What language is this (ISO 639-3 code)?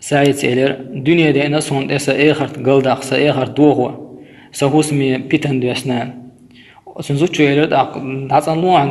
che